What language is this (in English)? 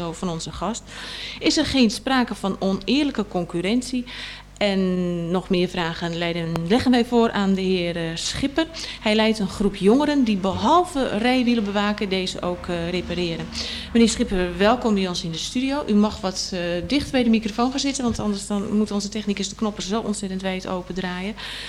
Dutch